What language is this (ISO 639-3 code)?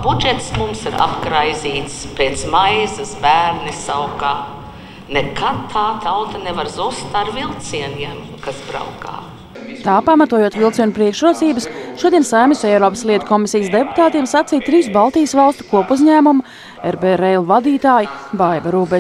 lav